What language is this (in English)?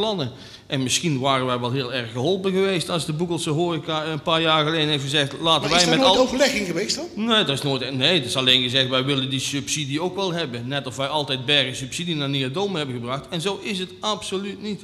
Dutch